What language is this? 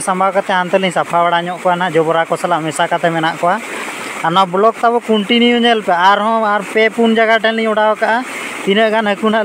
Santali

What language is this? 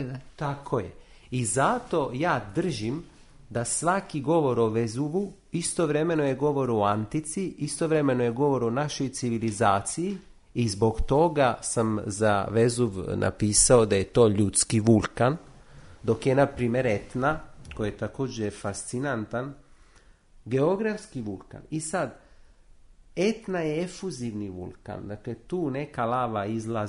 Croatian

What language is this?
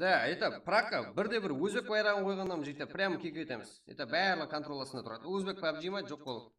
Kara-Kalpak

